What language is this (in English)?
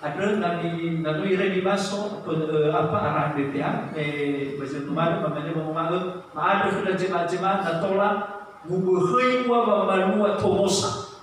Nias